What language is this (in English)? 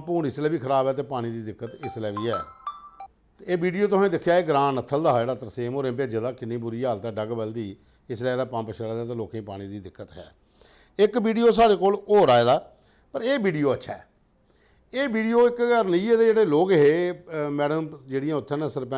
Dogri